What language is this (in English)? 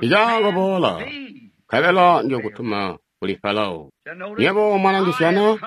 Tonga (Zambia)